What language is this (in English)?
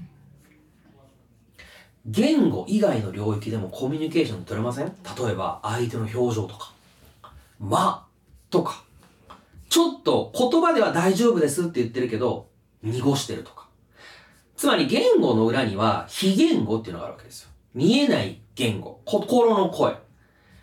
Japanese